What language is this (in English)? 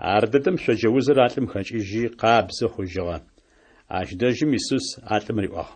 Adyghe